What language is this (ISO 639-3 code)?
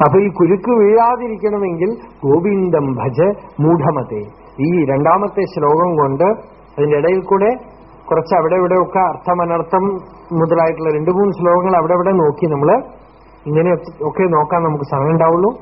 mal